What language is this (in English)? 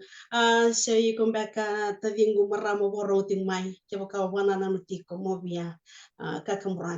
Fijian